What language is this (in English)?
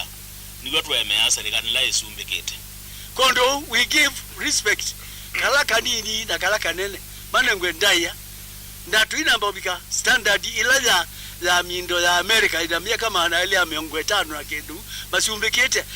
Kamba